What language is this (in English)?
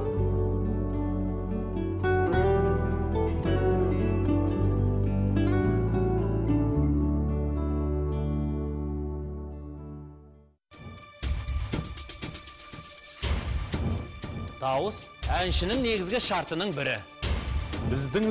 Kazakh